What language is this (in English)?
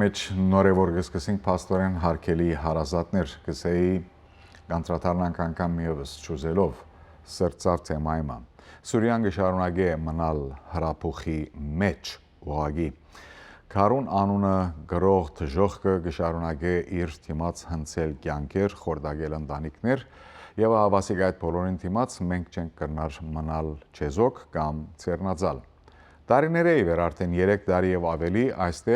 Western Armenian